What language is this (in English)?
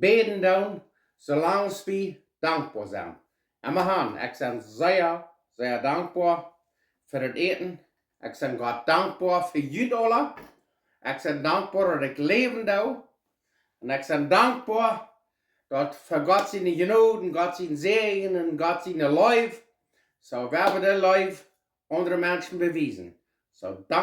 Plautdietsch